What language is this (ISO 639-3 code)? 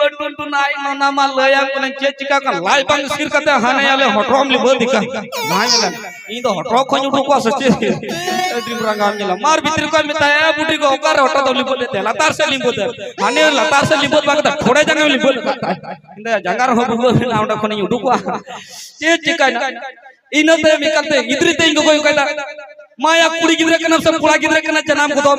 sat